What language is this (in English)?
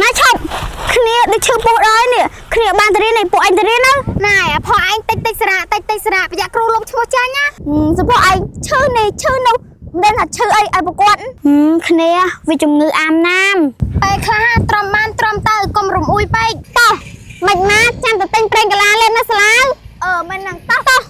Khmer